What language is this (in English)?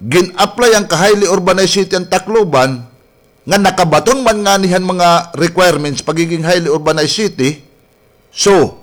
Waray